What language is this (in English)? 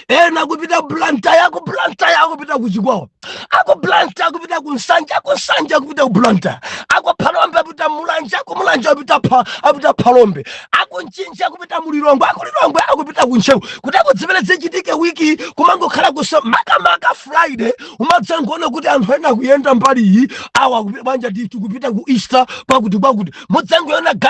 Nyanja